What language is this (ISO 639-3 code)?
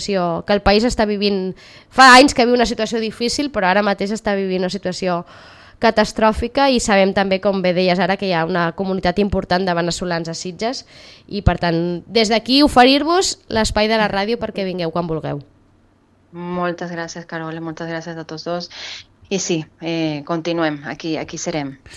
cat